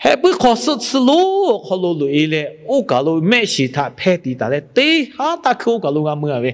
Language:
Lahu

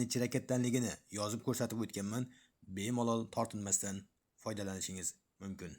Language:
Uzbek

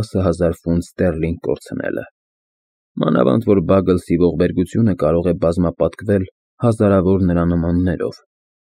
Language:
Armenian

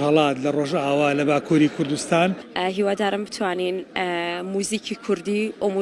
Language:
Central Kurdish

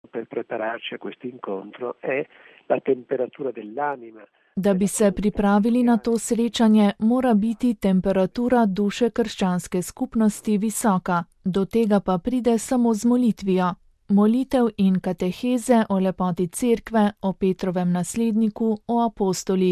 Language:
Slovenian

